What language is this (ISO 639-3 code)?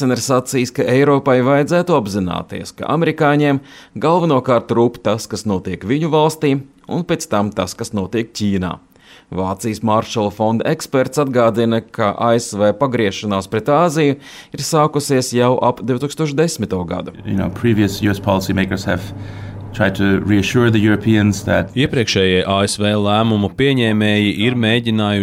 lav